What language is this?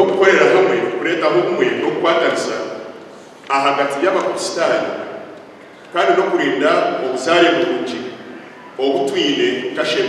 Nyankole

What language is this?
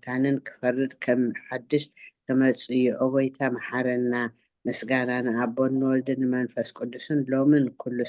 Tigrinya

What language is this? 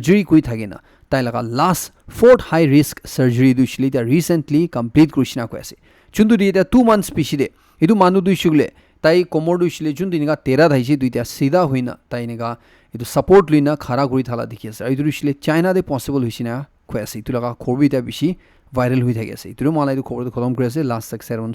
Naga Pidgin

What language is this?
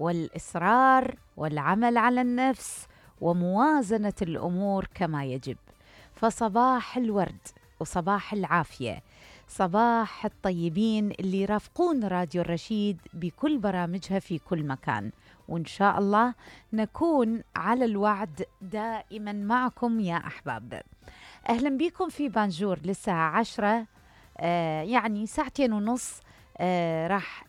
Mesopotamian Arabic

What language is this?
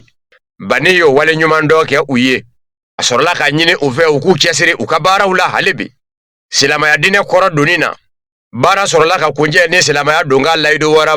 Bambara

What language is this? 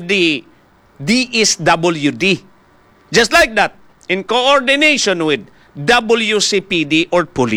Hiligaynon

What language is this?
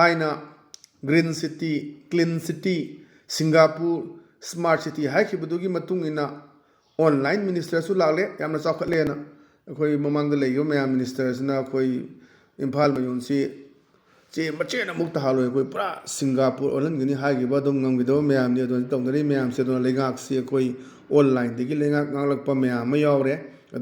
Manipuri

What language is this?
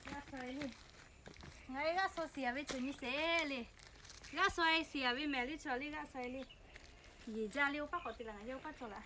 Lahu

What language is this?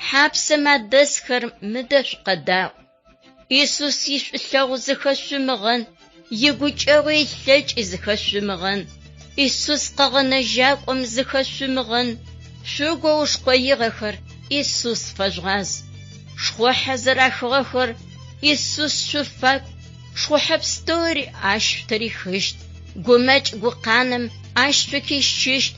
Adyghe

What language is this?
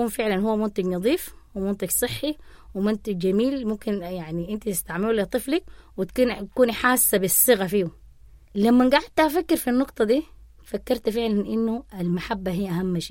Sudanese Arabic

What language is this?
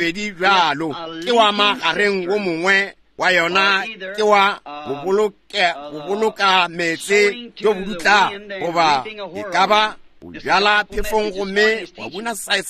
Northern Sotho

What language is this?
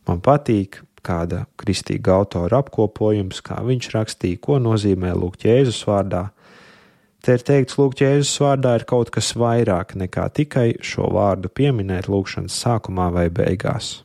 Latvian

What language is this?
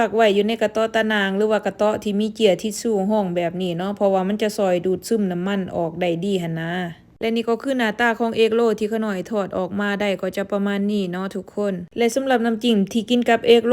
Lao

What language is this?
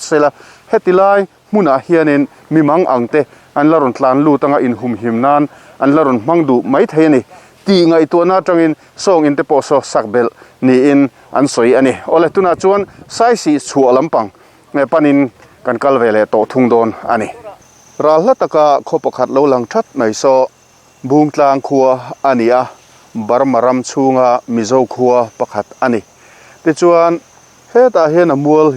Mizo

